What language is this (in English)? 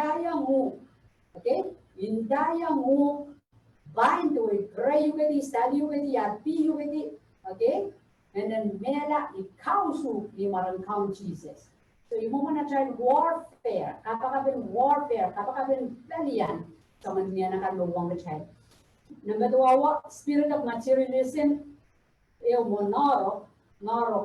Pohnpeian